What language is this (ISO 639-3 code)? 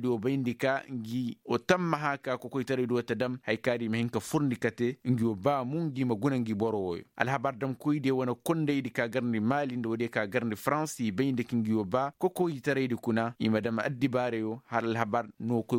ses